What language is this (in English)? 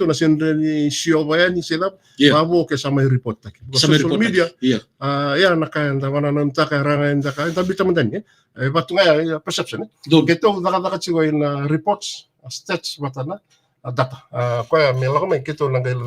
Fijian